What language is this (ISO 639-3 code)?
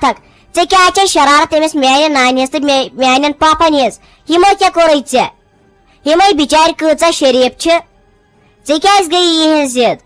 kas